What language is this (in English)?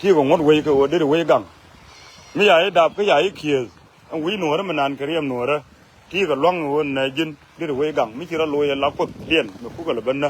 Nuer